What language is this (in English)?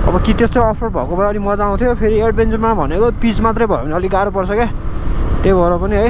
Nepali